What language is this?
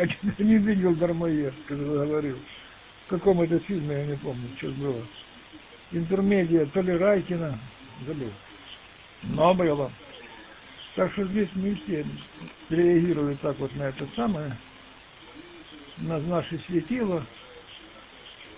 Russian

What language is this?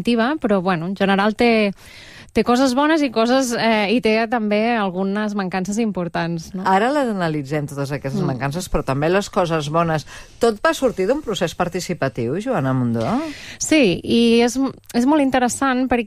Catalan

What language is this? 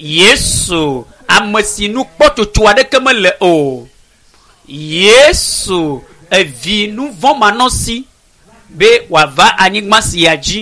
Ewe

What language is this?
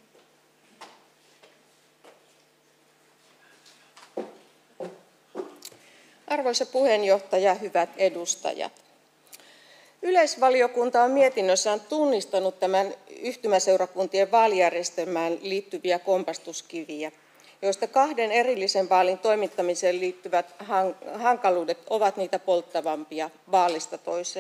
Finnish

